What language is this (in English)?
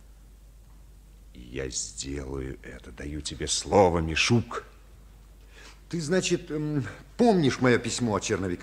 Russian